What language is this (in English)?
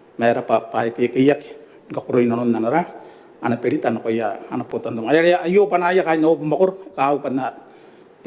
Gilbertese